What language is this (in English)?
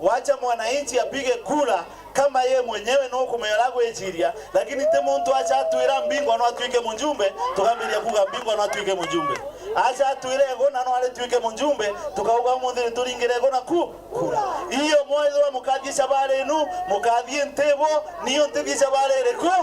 Meru